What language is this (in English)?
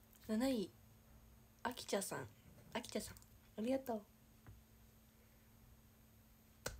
Japanese